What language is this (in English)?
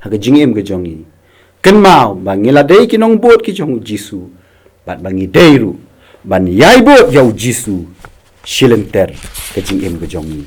Khasi